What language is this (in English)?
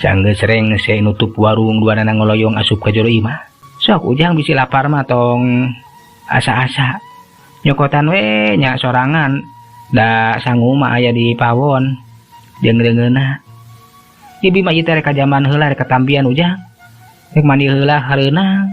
Sundanese